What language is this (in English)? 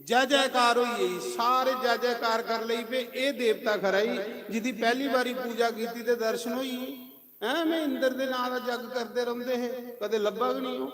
Dogri